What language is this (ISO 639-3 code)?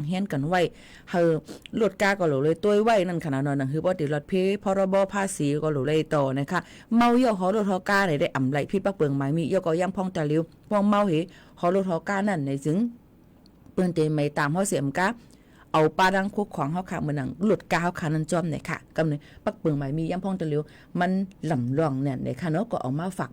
shn